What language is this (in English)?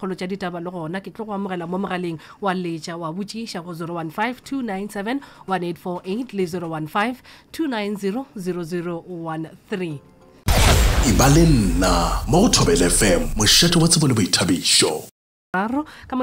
Northern Sotho